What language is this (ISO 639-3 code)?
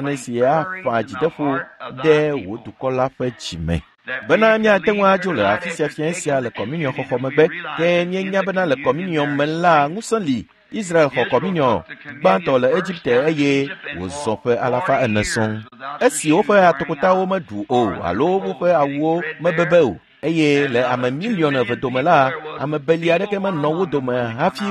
ewe